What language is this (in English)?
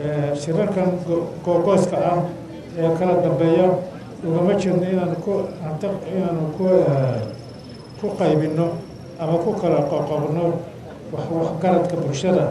Somali